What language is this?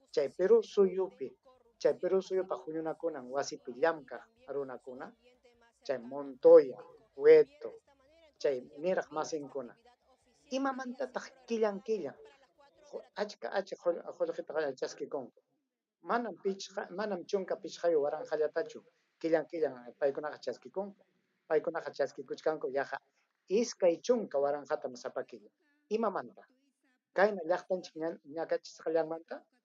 Ayacucho Quechua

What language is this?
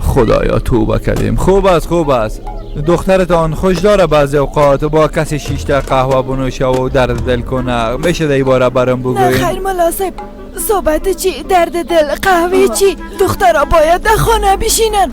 Persian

